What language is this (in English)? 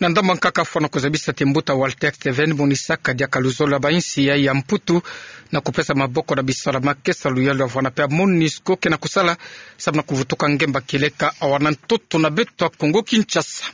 Kituba (Democratic Republic of Congo)